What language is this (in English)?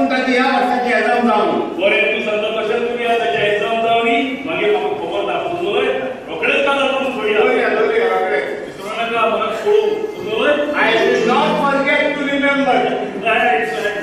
Konkani